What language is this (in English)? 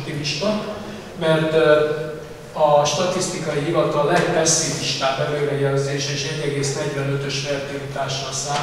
Hungarian